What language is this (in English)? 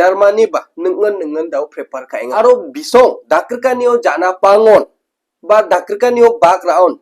Garo